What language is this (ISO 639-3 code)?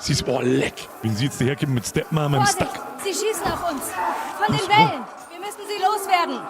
bar